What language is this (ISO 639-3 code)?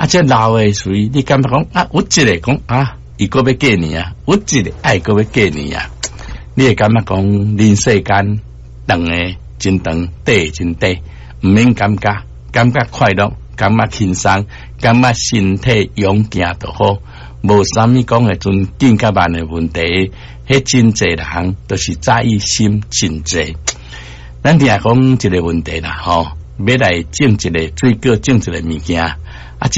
nan